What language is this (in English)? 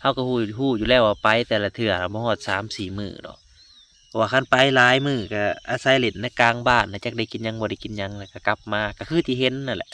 Lao